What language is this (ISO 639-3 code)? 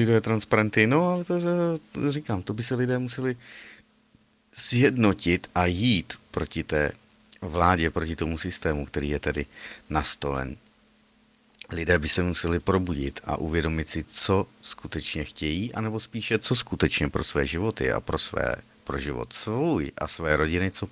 ces